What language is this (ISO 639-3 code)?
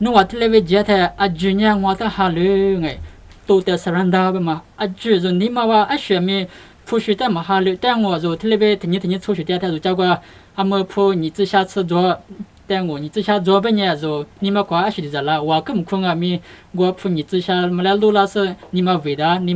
lis